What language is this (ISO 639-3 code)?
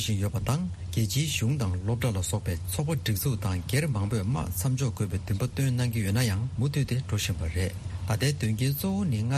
bod